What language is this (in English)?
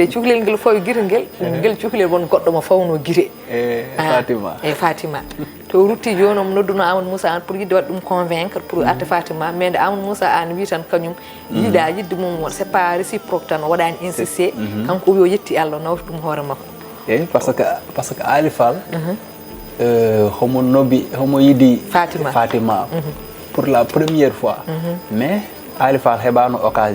Fula